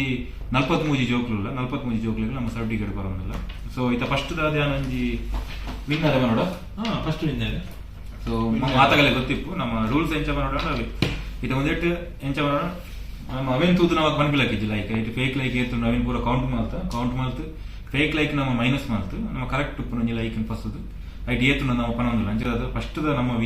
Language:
Tulu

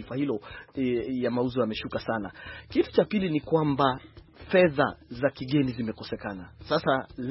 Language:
Swahili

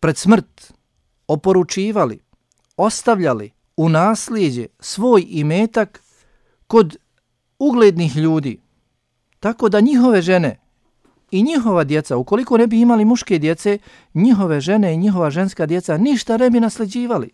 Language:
Bosnian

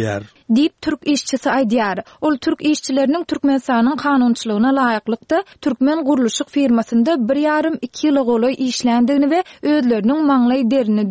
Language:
Turkmen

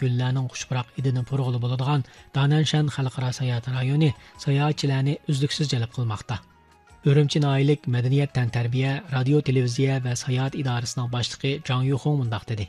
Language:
Uyghur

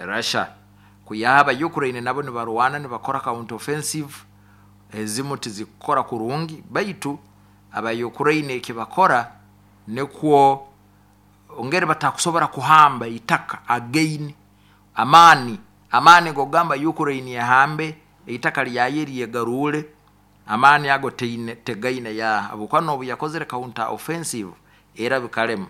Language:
Nyoro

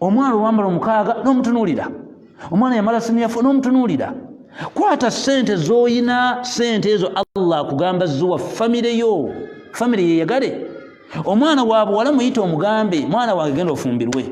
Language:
Ganda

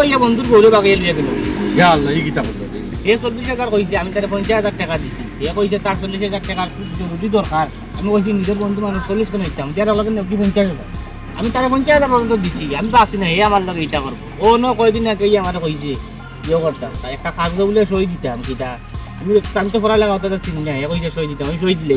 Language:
Sylheti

